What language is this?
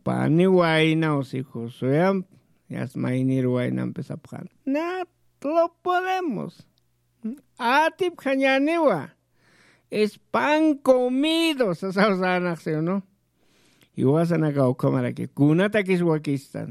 Aymara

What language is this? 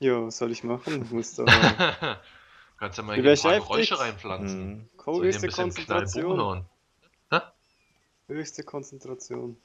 Swiss German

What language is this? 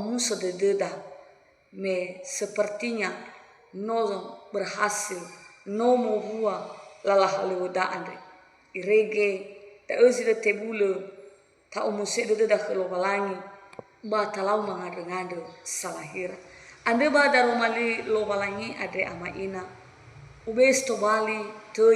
Nias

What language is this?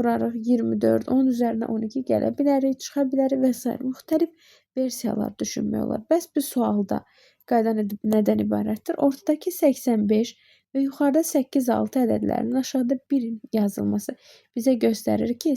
Azerbaijani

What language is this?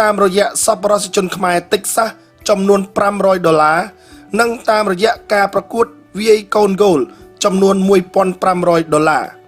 Khmer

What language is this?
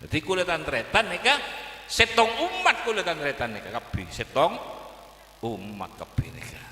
Madurese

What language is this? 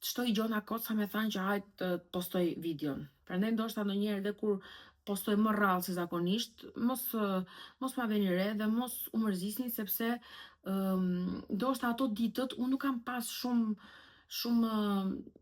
Albanian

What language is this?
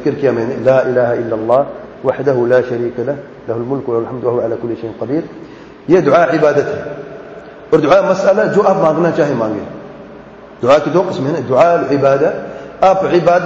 Urdu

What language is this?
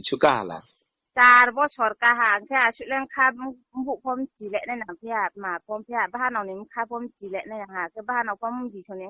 Riang (India)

